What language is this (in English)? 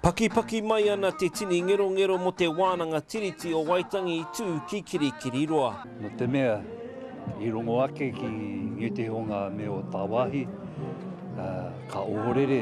Māori